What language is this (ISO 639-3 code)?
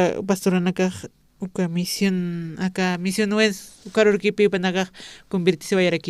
aym